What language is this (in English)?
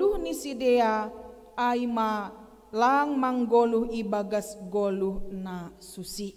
Batak Simalungun